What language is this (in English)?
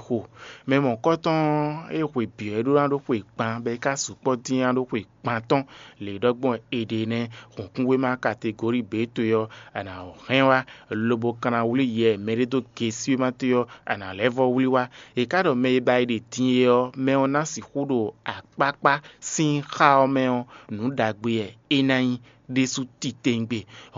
Fon